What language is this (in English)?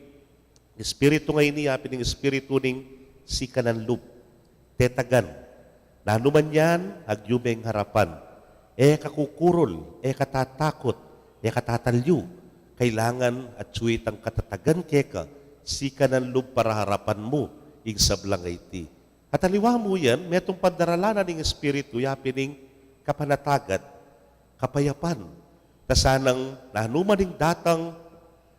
Pampanga